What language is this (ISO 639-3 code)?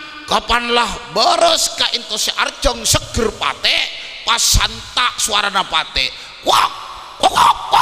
mad